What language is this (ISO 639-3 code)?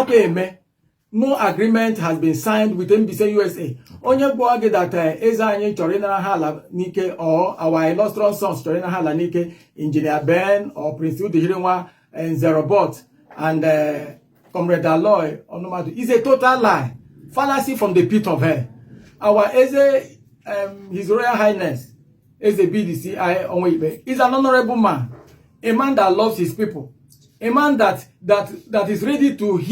ibo